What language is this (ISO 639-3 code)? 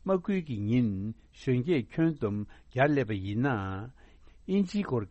bod